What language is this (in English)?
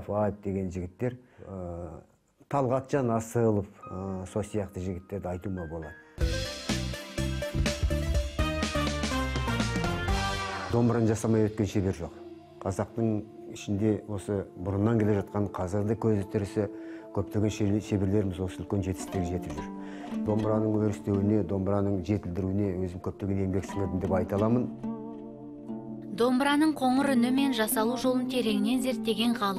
Kazakh